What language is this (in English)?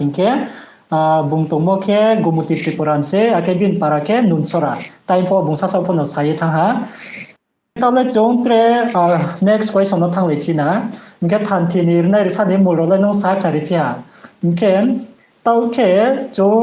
Riang (India)